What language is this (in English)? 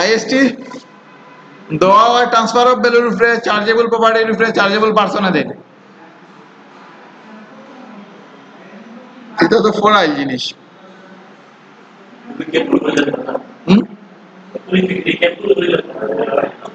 Sylheti